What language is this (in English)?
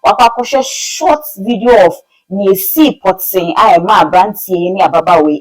Akan